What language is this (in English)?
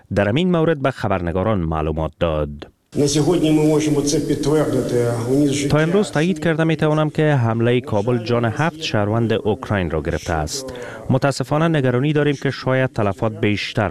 Persian